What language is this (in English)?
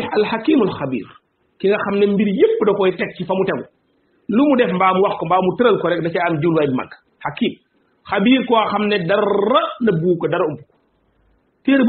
Wolof